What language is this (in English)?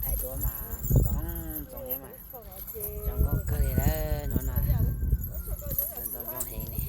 Hmong